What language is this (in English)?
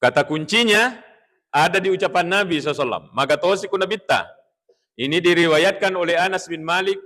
Buginese